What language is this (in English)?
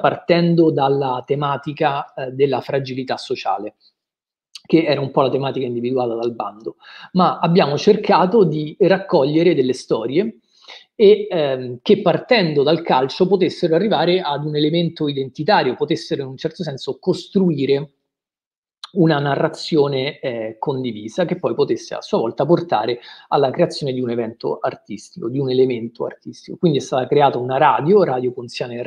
Italian